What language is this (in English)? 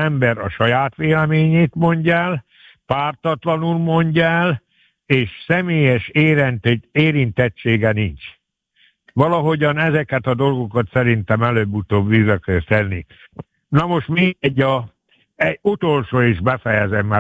Hungarian